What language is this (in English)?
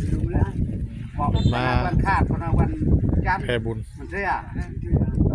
Northeastern Thai